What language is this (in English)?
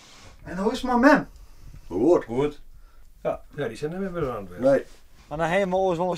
Western Frisian